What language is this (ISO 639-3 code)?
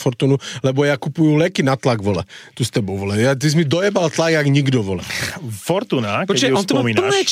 slk